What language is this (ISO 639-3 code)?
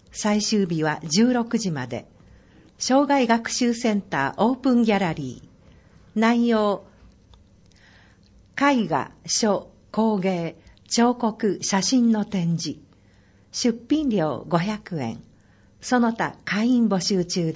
jpn